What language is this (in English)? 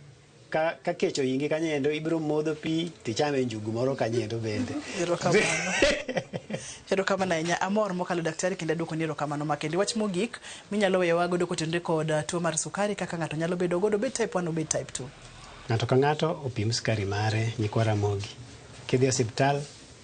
Luo (Kenya and Tanzania)